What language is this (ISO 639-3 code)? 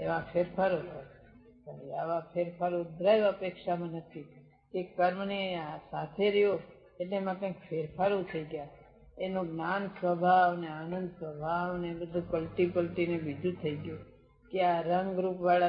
guj